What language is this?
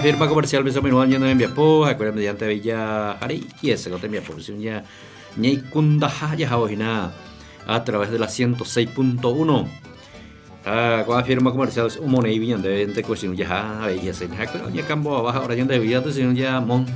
Guarani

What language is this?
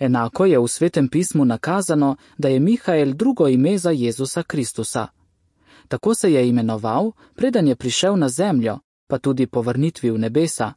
Slovenian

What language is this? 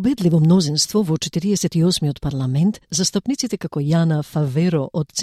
Macedonian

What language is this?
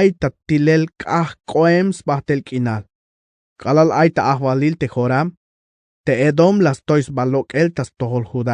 Tzeltal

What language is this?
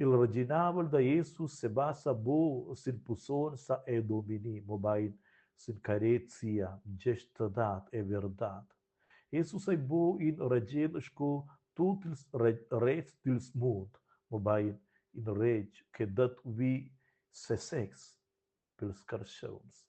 Romansh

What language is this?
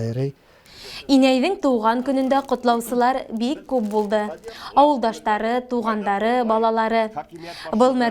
Bashkir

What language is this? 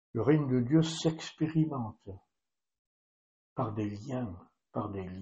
French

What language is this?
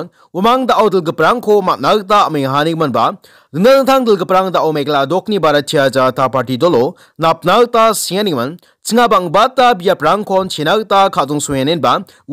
Garo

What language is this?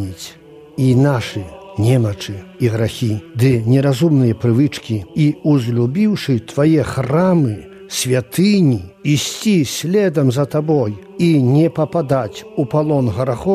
Belarusian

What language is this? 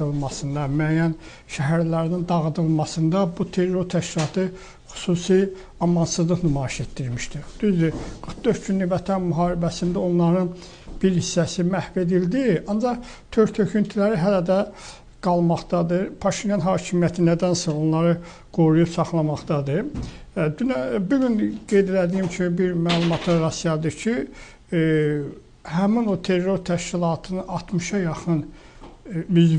Azerbaijani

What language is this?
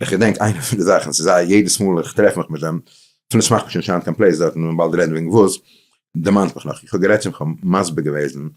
Yiddish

